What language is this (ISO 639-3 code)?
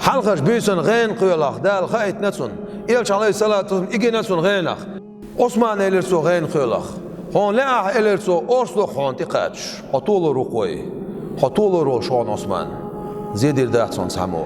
che